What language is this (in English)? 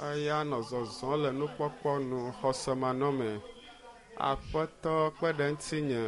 Ewe